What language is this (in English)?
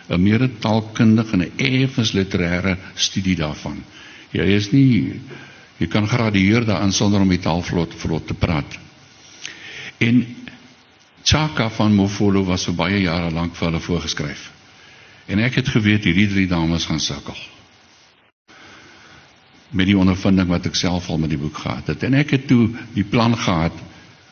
Afrikaans